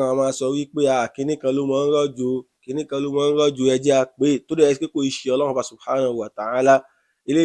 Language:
Yoruba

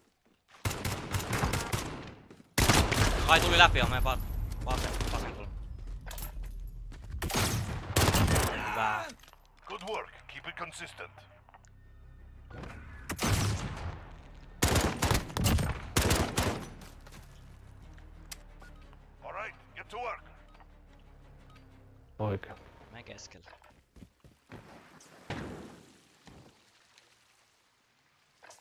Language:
Finnish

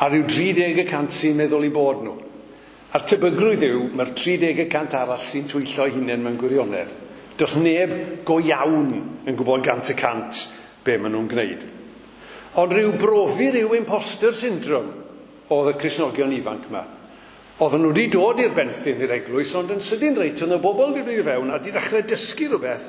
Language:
Welsh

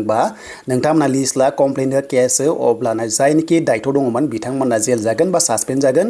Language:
Bodo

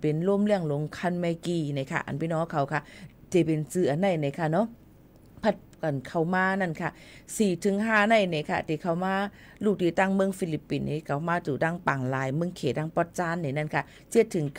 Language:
Shan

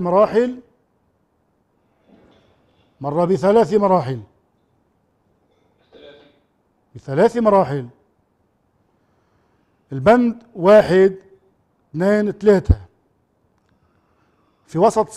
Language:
Arabic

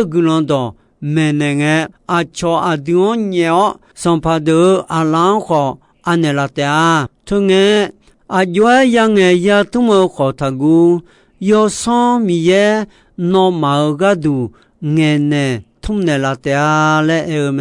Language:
Akha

